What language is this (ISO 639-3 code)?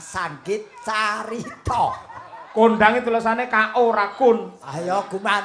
jav